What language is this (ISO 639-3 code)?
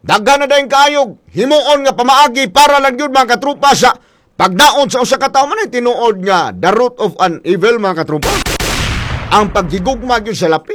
ceb